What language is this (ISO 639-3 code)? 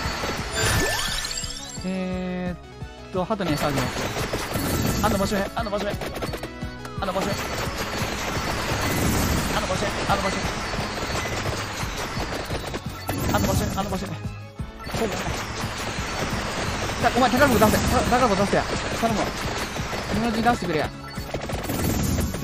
jpn